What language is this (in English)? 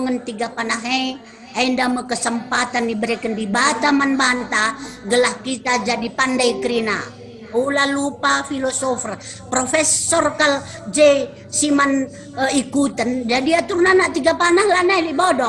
Batak Karo